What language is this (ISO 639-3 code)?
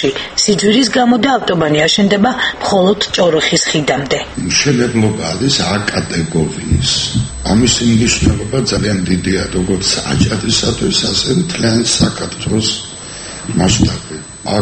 kat